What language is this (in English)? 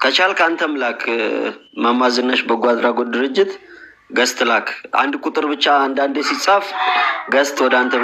Amharic